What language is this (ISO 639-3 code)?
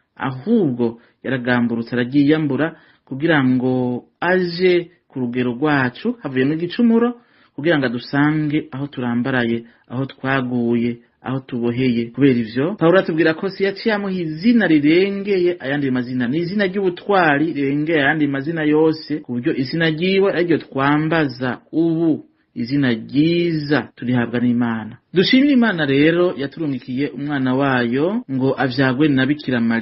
run